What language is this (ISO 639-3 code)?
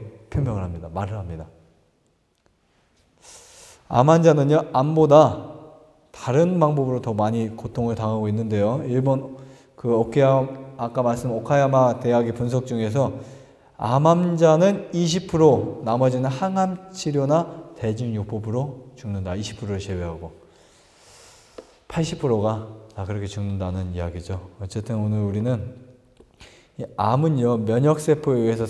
kor